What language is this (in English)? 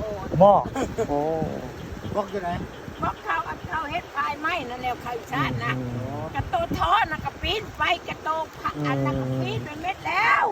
Northeastern Thai